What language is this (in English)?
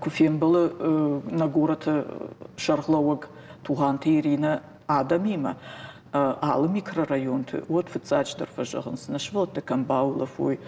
Ossetic